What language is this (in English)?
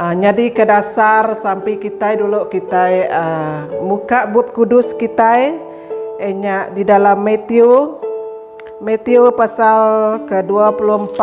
Iban